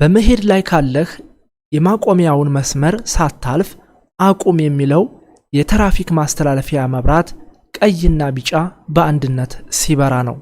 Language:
Amharic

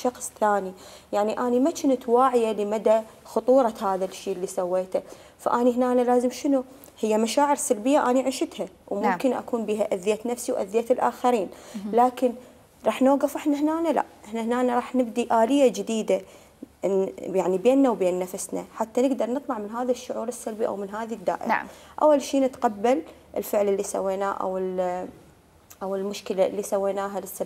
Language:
Mesopotamian Arabic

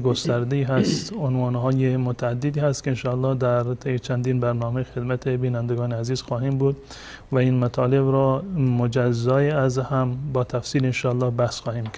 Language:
Persian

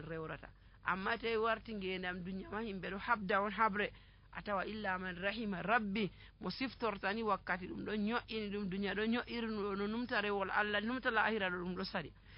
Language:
Nigerian Fulfulde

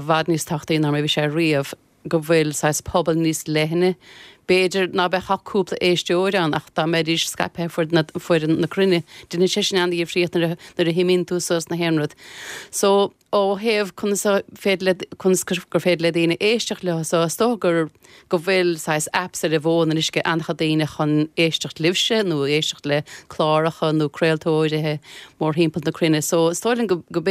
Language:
Irish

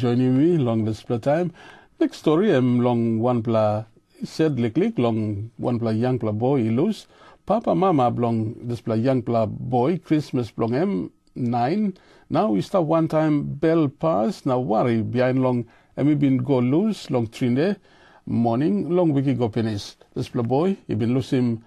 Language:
Tok Pisin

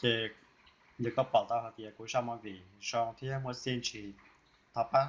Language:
Hmong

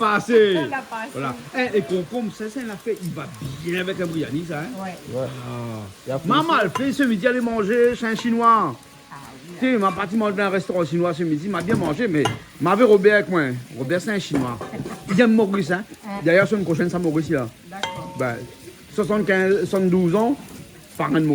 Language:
Réunion Creole French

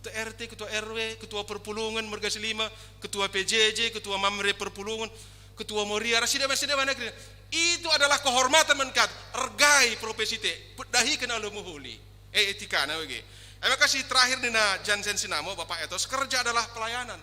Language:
Batak Karo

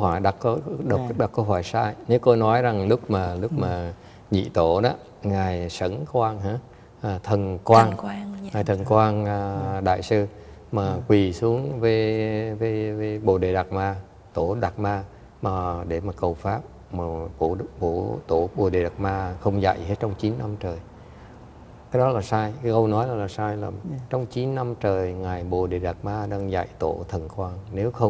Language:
Vietnamese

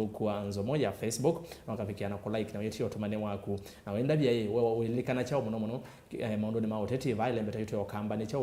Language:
Kamba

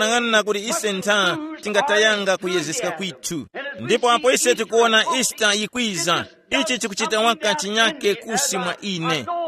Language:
Tumbuka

